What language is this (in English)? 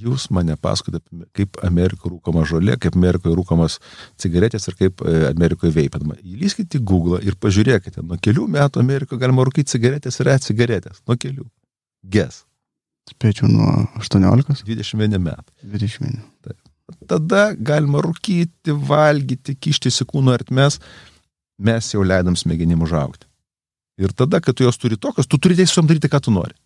Lithuanian